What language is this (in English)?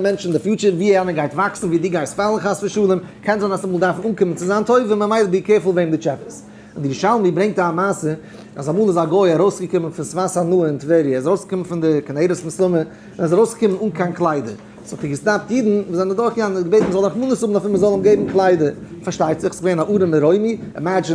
Yiddish